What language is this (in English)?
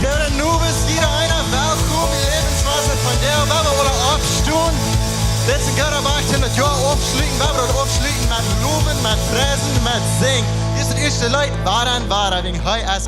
Plautdietsch